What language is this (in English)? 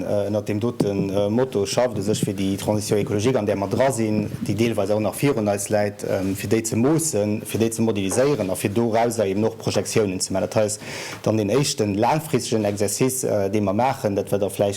Luxembourgish